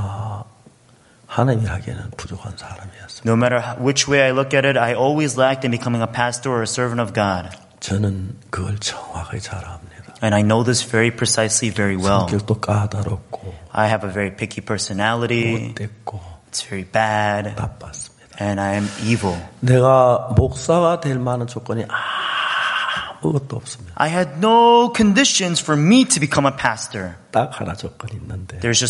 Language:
Korean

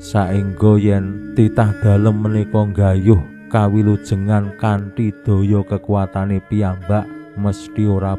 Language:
Javanese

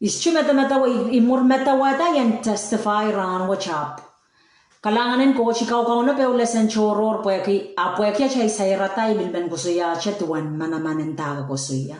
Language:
Pohnpeian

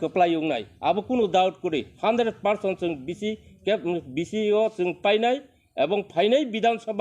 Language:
Kok Borok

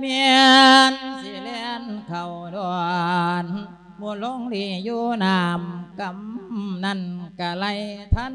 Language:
Lao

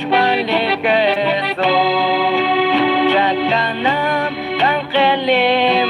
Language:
Kekchí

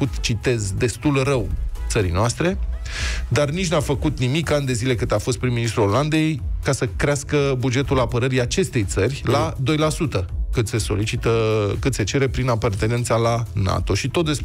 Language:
Romanian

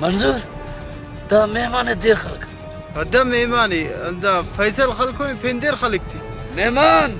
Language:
Brahui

